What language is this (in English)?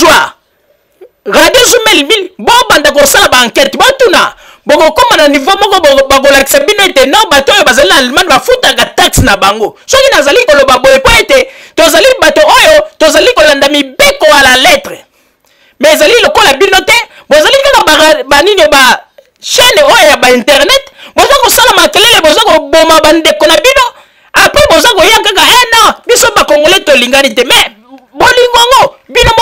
Lingala